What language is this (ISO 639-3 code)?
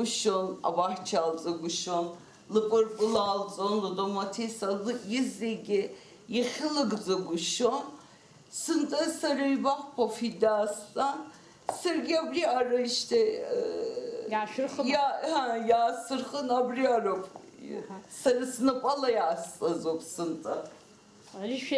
abk